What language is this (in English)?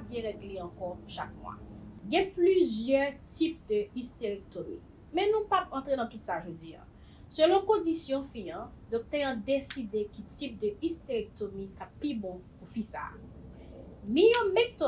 Haitian Creole